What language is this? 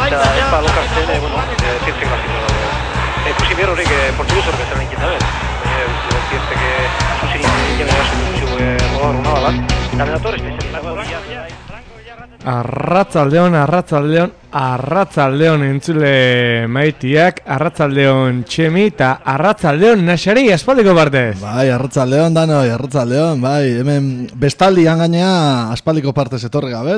Basque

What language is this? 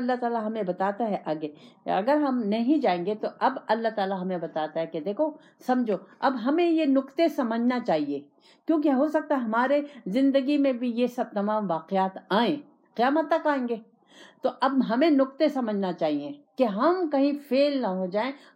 Urdu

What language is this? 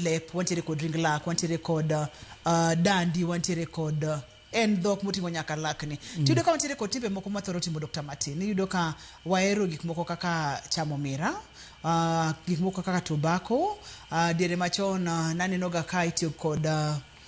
Luo (Kenya and Tanzania)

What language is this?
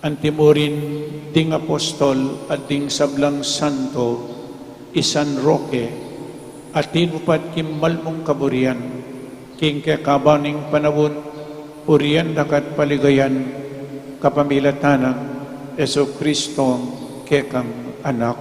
Pampanga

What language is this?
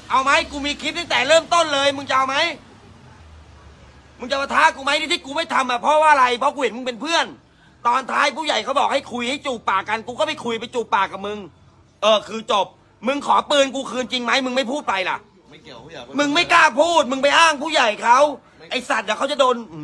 Thai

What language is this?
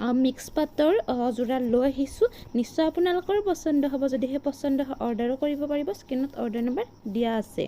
Assamese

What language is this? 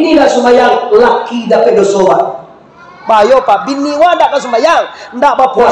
Minangkabau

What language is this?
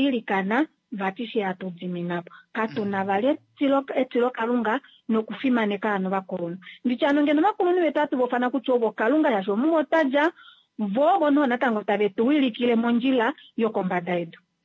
Kuanyama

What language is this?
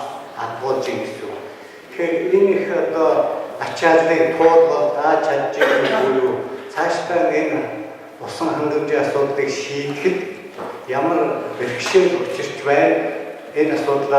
Mongolian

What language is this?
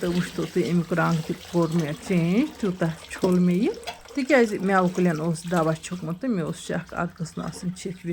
Kashmiri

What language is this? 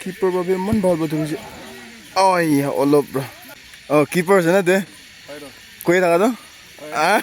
Naga Pidgin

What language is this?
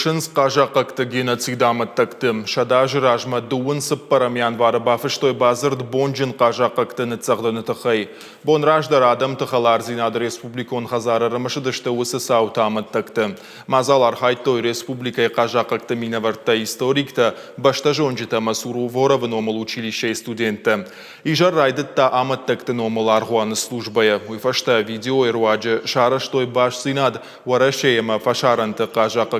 Ossetic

